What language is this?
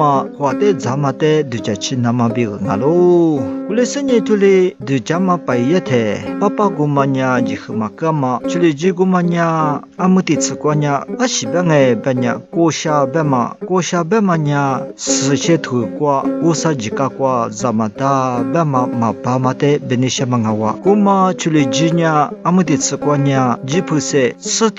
Lisu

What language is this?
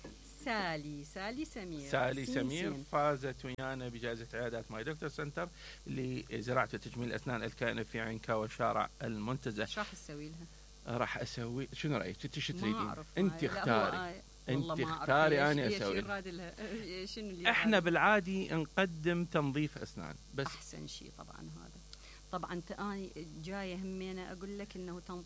Mesopotamian Arabic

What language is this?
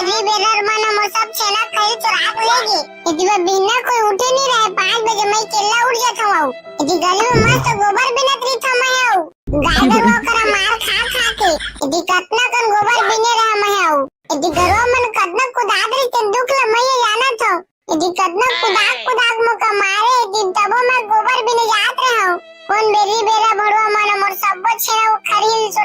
Chhattisgarhi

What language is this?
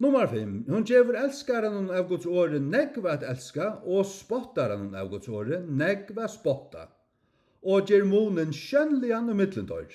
Faroese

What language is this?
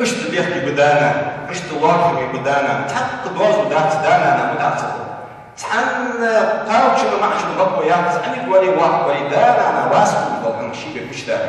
Ingush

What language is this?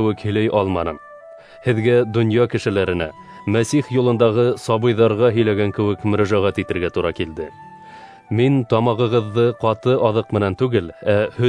Bashkir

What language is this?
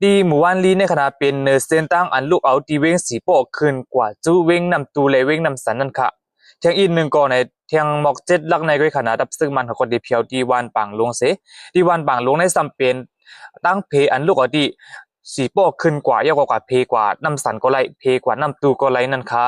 Shan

